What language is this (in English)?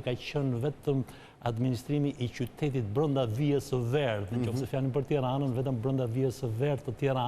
Albanian